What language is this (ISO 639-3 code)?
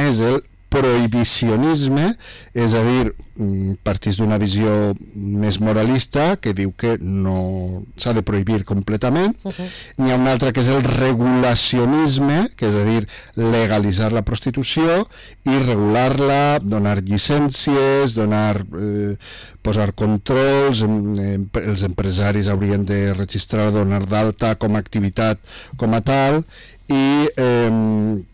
cat